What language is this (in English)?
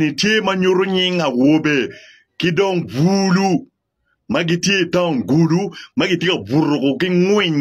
Acoli